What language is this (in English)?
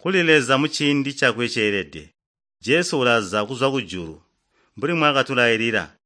Tonga (Zambia)